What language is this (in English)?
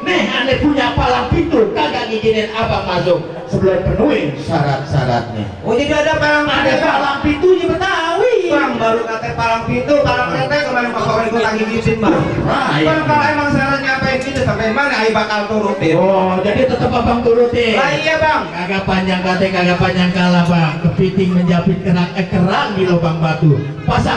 Betawi